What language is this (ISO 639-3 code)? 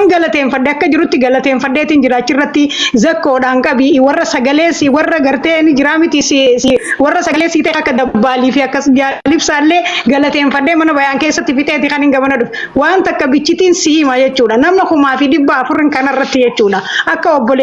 orm